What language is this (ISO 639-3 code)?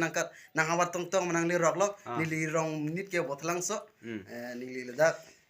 mjw